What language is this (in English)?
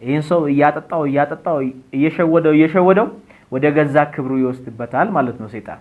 Amharic